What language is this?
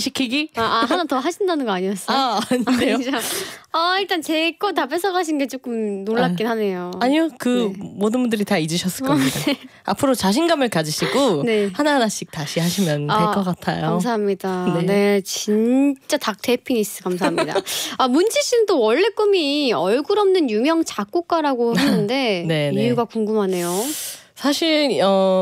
Korean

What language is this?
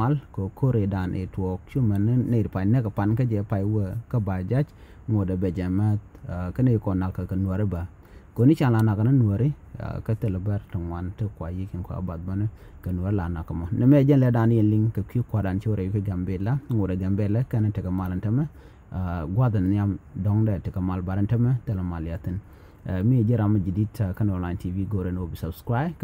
Nuer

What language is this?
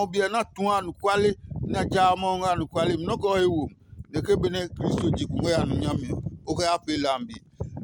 Adangme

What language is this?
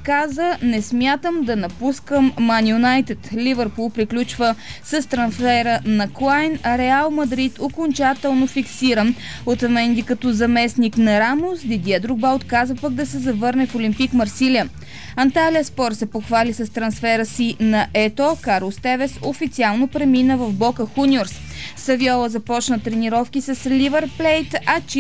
Bulgarian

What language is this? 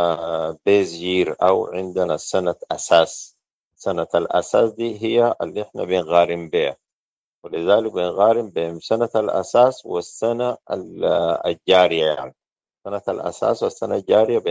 Sudanese Arabic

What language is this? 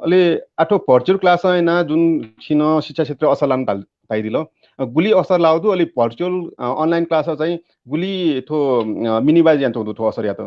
Newari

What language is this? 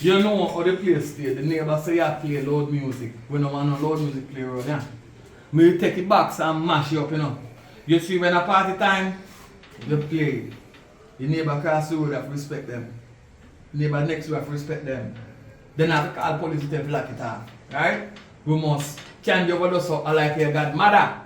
Jamaican Creole English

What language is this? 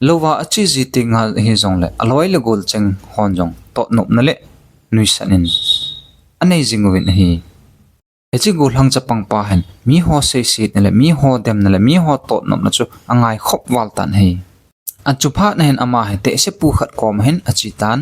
Thado Chin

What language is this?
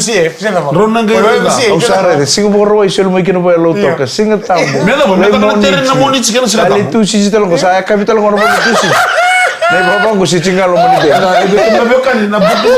Fijian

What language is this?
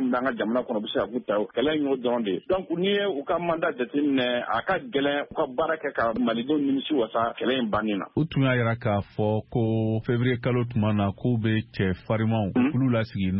Bambara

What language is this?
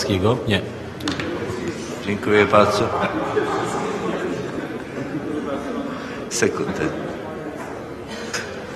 Polish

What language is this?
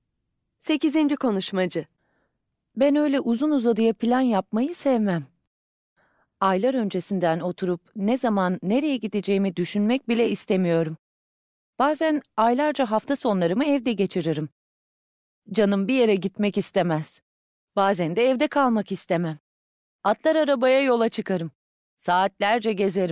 Turkish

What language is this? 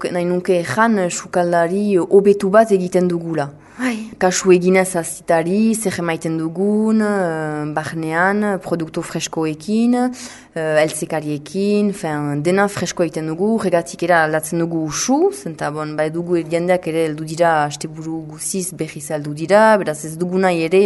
Basque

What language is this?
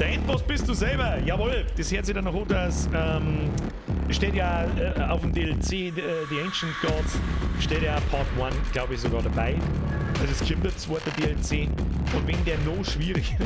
Bavarian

